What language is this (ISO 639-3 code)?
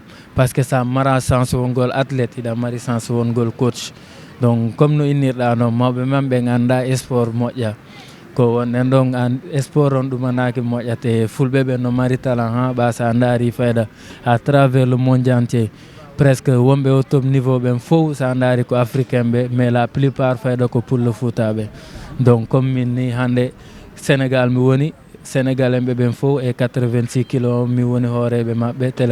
ful